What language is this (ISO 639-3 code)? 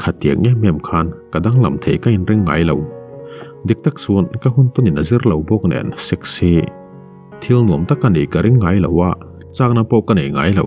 lus